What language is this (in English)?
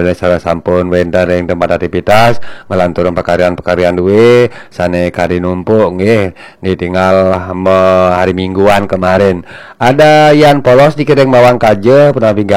Balinese